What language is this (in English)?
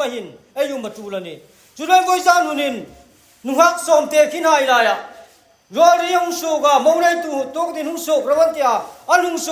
Hmar